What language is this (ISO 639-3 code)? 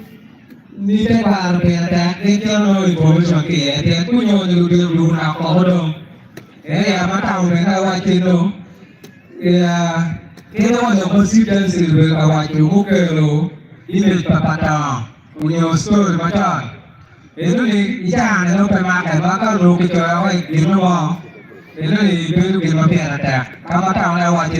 ach